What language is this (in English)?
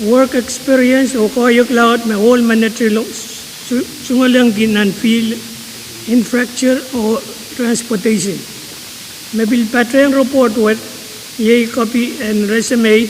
Pohnpeian